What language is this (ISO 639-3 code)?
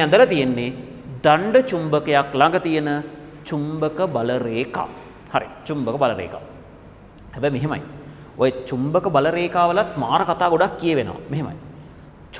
sin